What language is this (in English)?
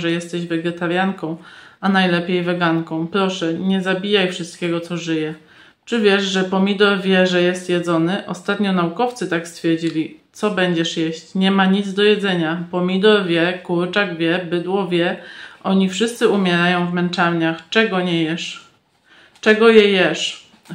Polish